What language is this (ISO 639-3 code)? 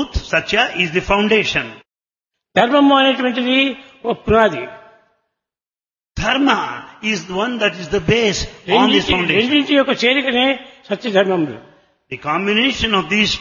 tel